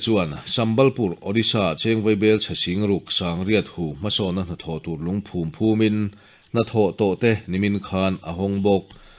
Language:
Mizo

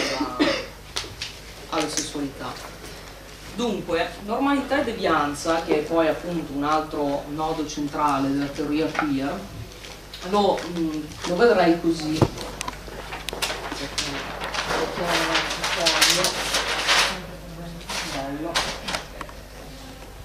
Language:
Italian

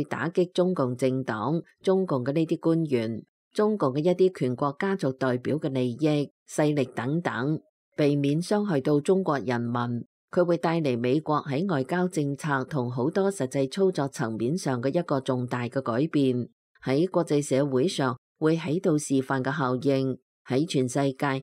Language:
Cantonese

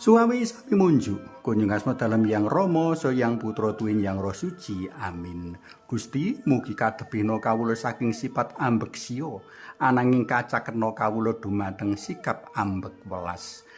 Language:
Javanese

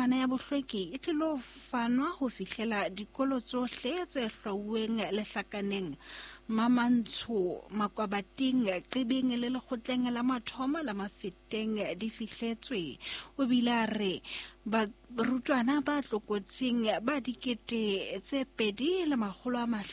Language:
Southern Sotho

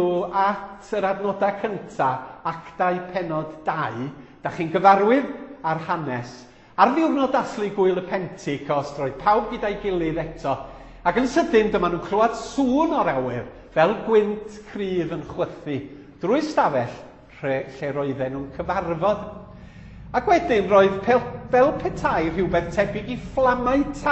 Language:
Welsh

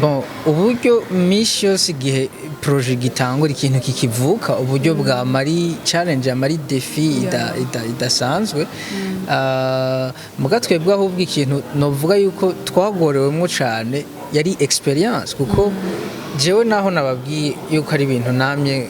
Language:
Rundi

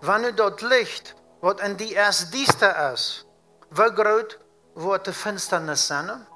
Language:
Plautdietsch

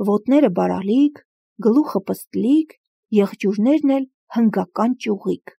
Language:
Armenian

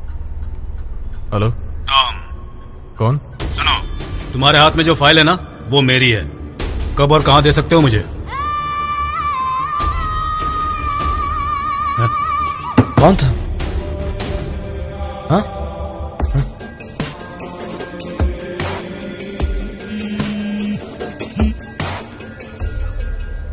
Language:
Hindi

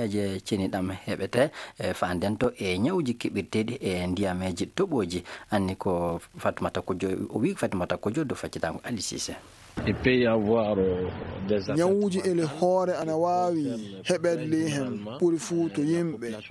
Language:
Fula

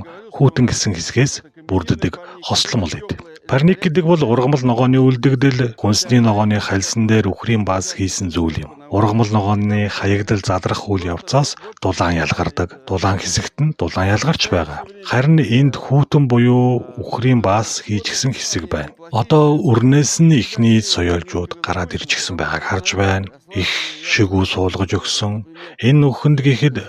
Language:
Mongolian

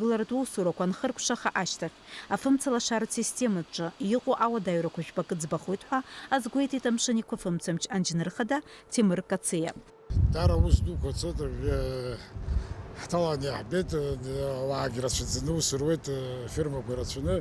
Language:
Abkhazian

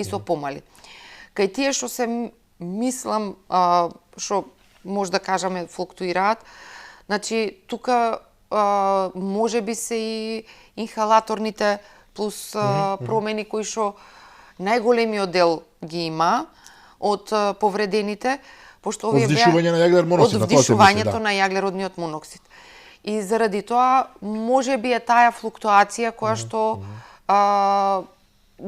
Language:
Macedonian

